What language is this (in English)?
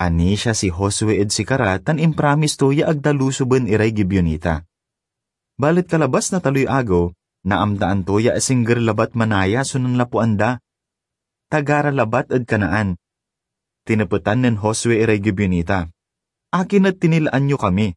Pangasinan